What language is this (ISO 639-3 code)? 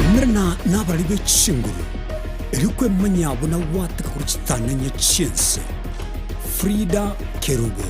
guz